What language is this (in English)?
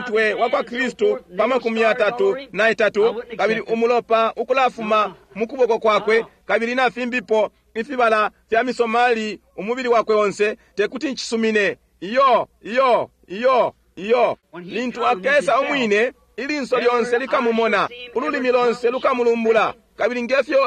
Bemba